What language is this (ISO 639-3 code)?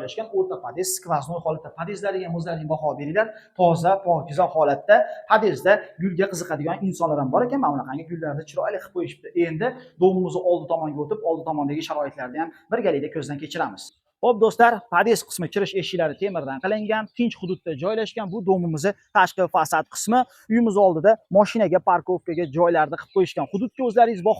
uzb